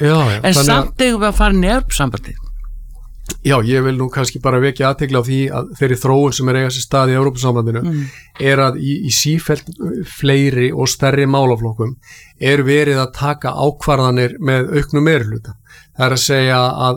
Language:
Icelandic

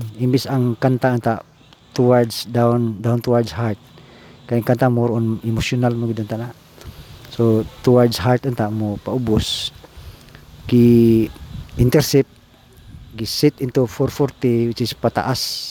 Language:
Cebuano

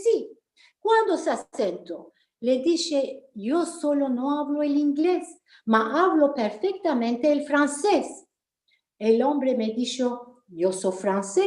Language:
Ladino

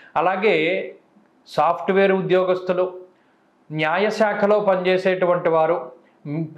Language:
Telugu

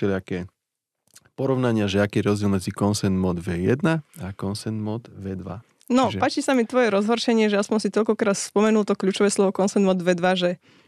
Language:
Slovak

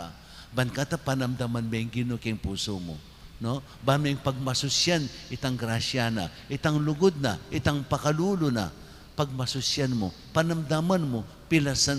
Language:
Pampanga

